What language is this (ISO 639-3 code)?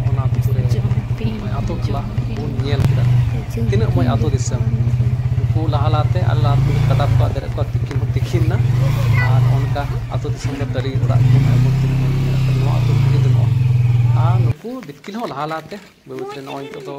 sat